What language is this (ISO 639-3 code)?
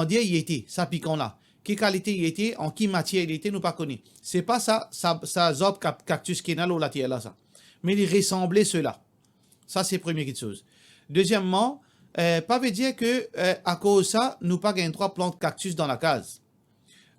mfe